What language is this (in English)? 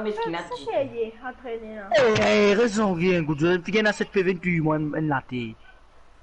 Morisyen